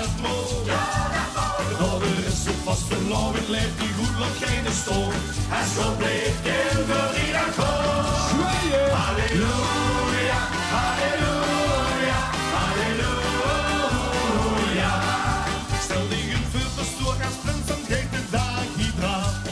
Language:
Limburgish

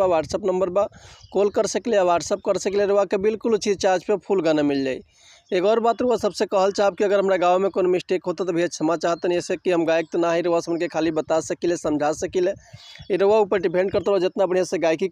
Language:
Bhojpuri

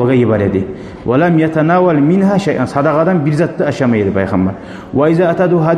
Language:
Kumyk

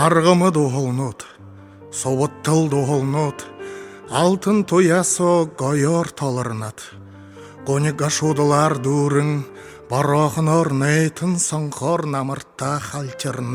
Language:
Buriat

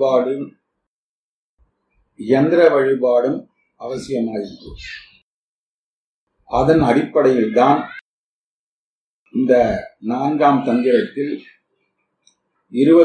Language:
Tamil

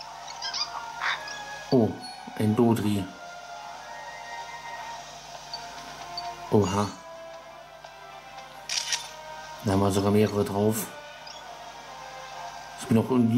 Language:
German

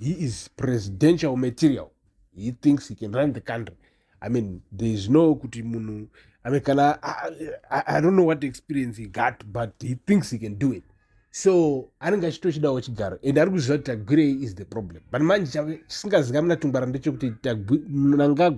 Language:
Shona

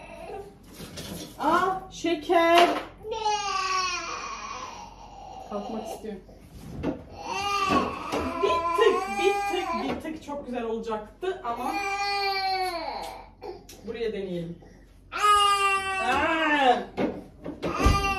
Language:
Turkish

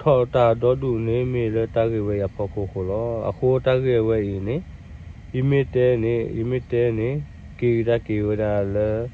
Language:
S'gaw Karen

